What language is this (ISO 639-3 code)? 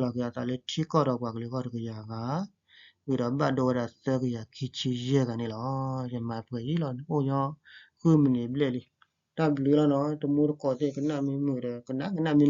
ksw